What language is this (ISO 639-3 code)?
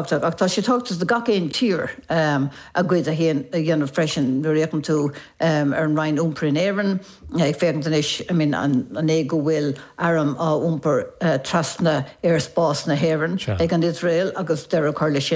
gle